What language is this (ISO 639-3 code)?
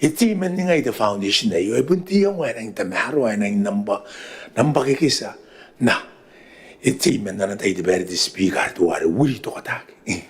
gil